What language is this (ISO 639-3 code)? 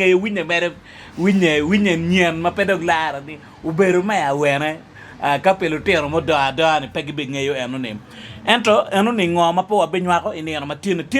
ach